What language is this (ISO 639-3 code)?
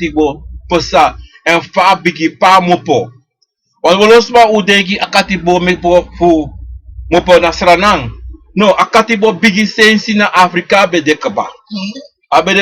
srn